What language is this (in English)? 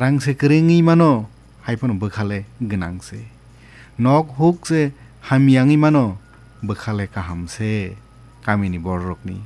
Kok Borok